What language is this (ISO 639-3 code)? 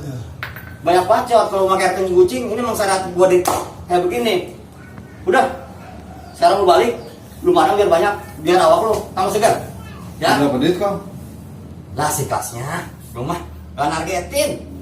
bew